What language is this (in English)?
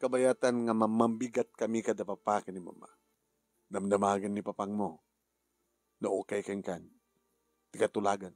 Iloko